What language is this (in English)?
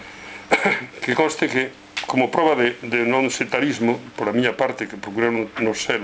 Galician